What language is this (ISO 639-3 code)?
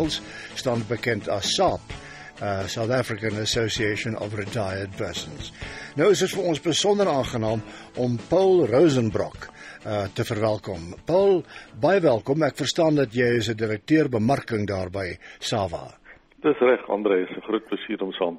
afr